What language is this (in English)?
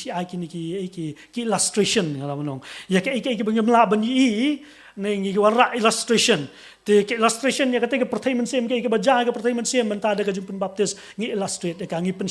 Khasi